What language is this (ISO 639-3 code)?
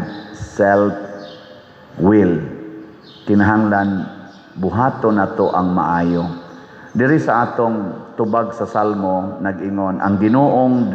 ceb